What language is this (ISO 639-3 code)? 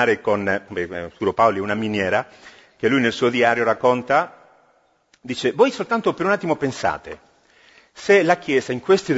ita